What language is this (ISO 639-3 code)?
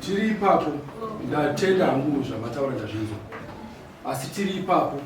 sna